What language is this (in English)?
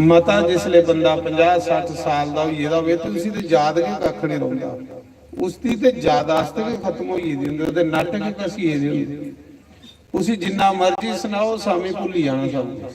Dogri